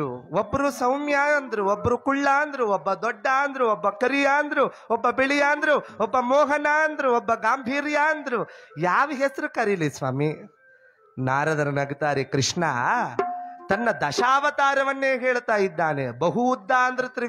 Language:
Kannada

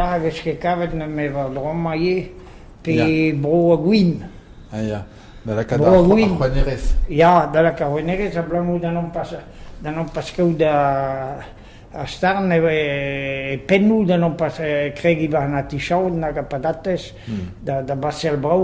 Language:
Breton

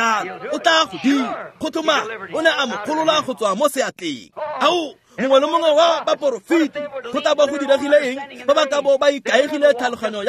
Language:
Tswana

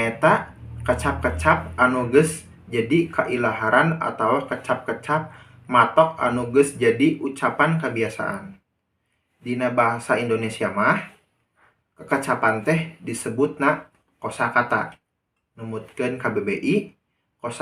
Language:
Sundanese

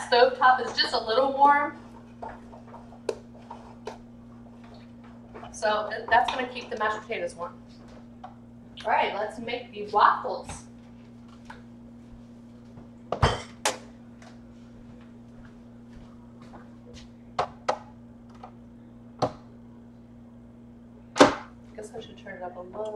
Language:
English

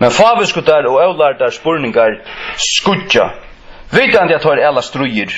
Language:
Faroese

